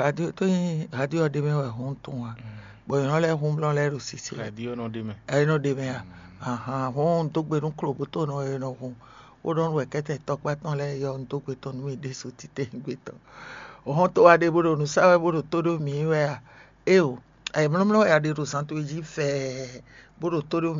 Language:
Fon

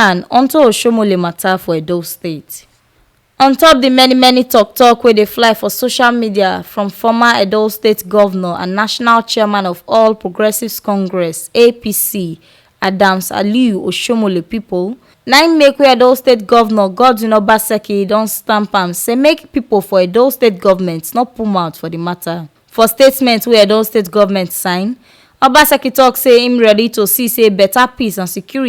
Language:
Nigerian Pidgin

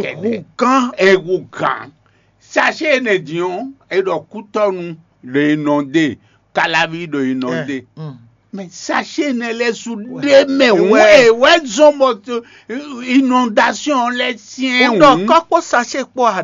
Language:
Fon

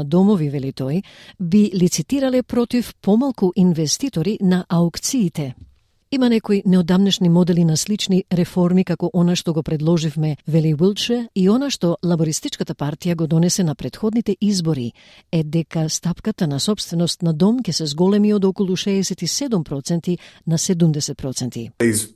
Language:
Macedonian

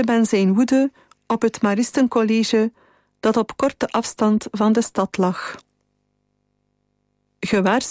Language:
Dutch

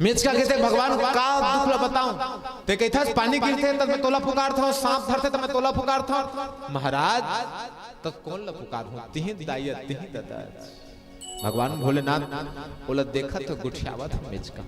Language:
Chhattisgarhi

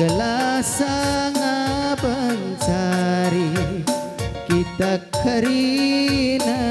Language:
Batak Karo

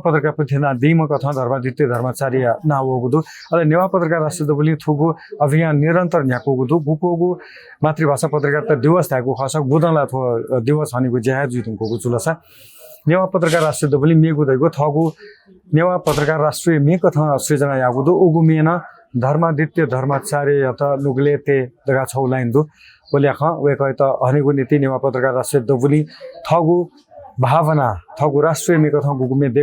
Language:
Newari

